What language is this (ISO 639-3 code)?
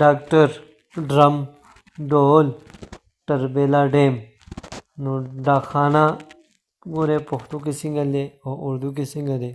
pus